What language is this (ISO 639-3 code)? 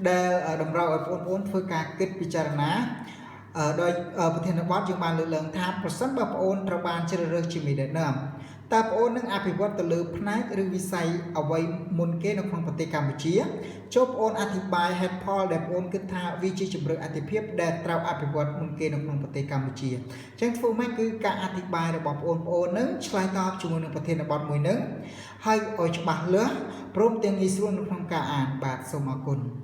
khm